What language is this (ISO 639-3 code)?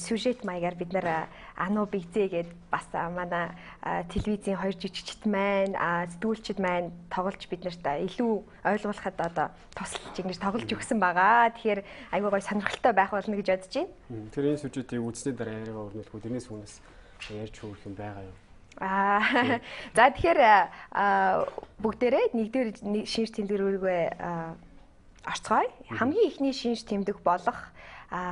mon